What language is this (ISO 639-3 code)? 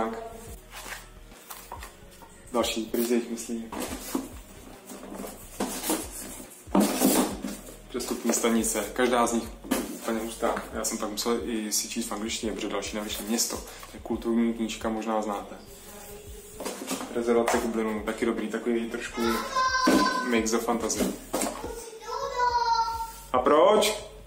ces